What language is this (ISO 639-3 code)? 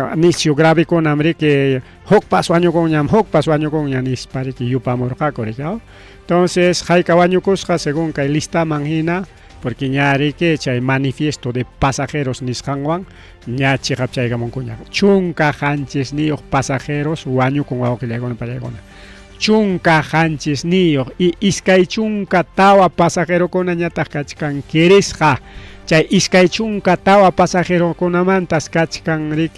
quy